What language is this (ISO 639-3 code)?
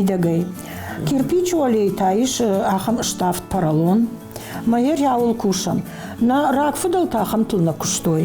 oss